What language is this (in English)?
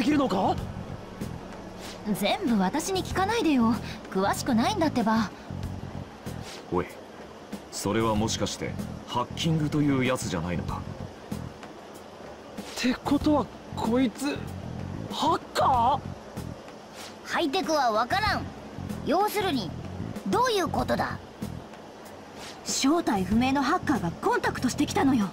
Japanese